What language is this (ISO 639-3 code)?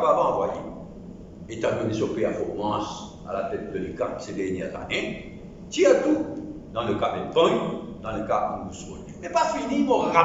mfe